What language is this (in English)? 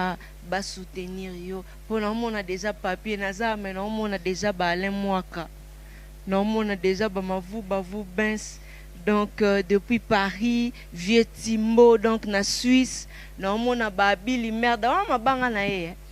Lingala